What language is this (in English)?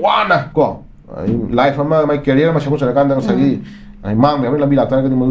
Manipuri